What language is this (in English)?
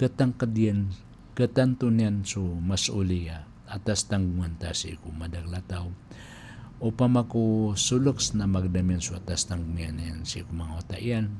Maranao